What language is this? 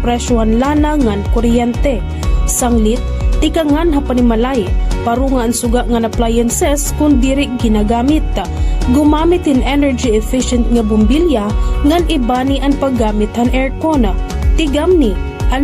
Waray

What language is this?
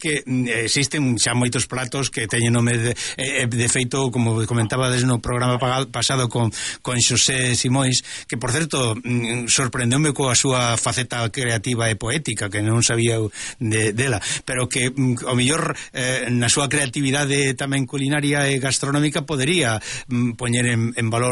Galician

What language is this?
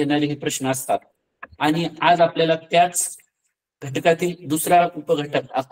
Marathi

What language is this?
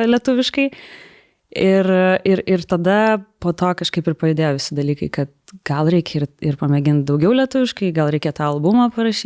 Lithuanian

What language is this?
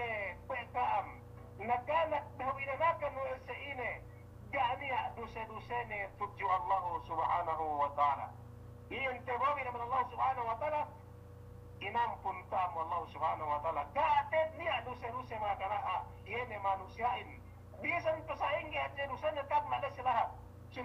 Yakan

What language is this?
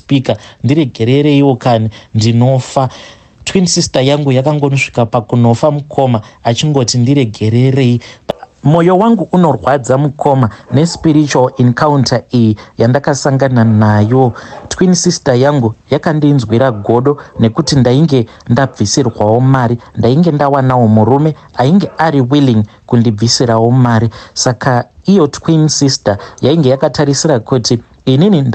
Shona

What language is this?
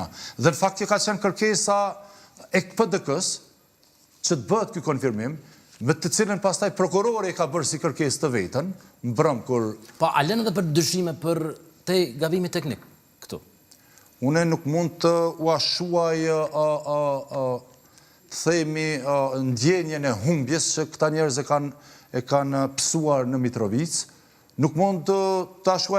Albanian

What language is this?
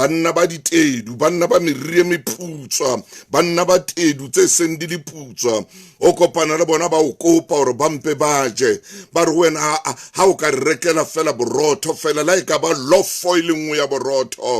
Southern Sotho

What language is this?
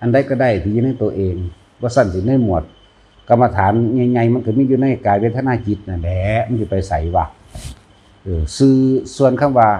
Lao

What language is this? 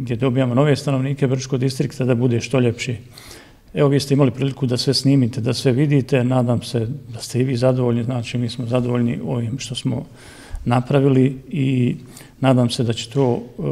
Bosnian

